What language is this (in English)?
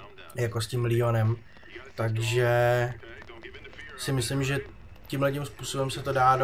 Czech